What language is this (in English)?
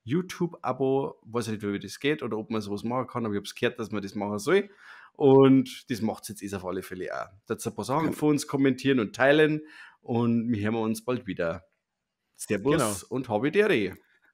Bavarian